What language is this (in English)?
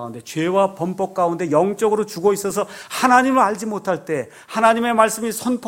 Korean